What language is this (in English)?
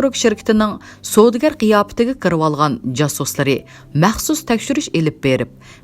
Uyghur